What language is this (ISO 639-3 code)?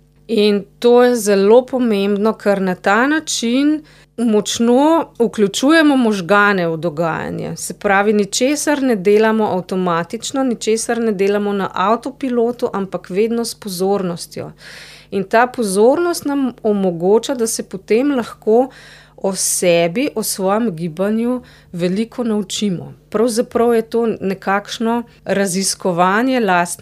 slv